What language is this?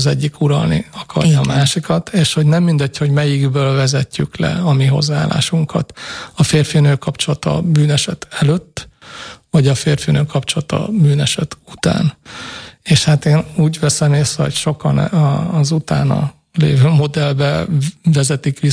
Hungarian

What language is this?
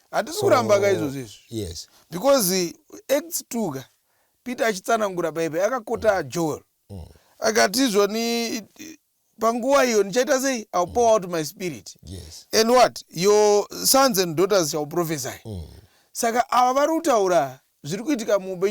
Shona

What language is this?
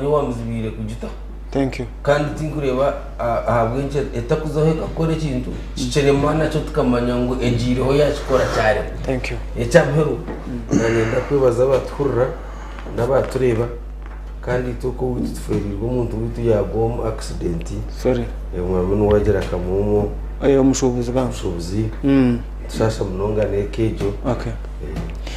Nyankole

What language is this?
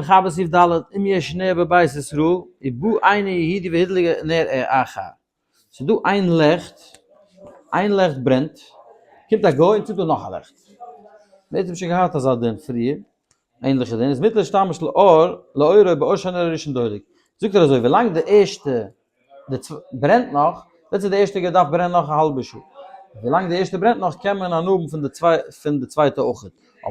Yiddish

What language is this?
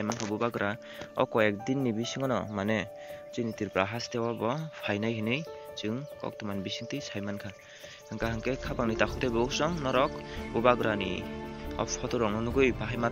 Kok Borok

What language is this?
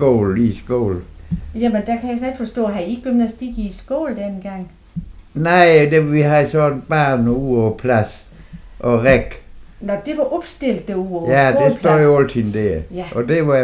Danish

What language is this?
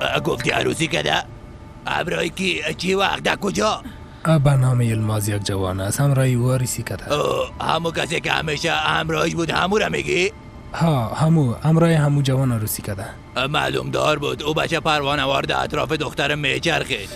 Persian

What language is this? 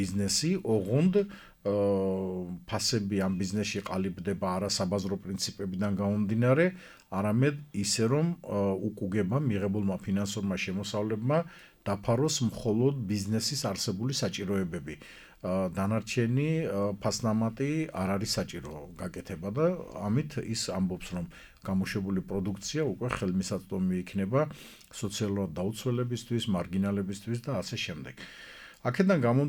Georgian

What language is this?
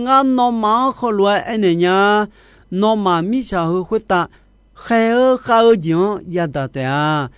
Akha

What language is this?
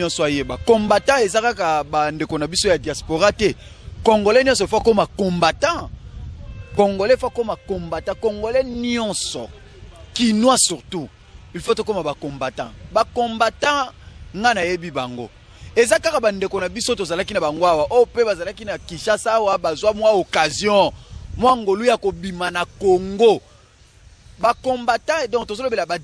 Lingala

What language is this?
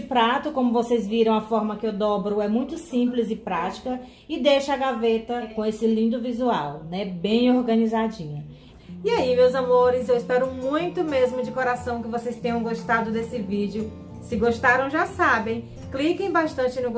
Portuguese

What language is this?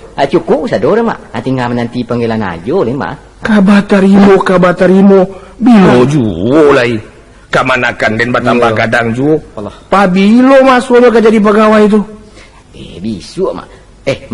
Minangkabau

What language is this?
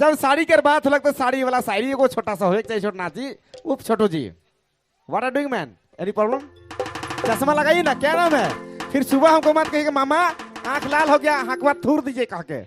Sadri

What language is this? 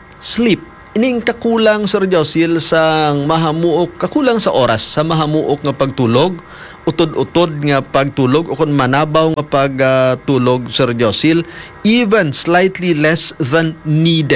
Hiligaynon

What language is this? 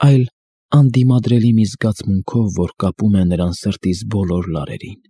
Armenian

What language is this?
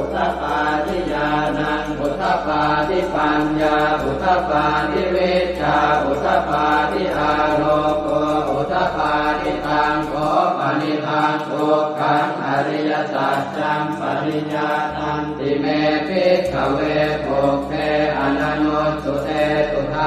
Pali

